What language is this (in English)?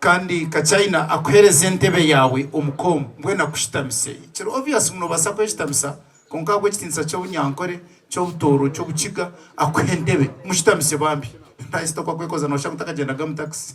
Nyankole